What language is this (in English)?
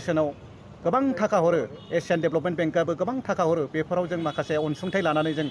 Bodo